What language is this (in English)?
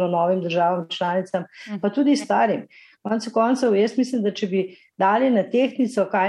Slovenian